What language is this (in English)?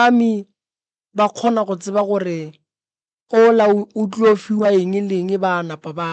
Northern Sotho